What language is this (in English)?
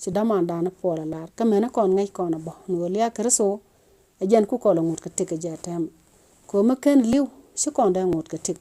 Nuer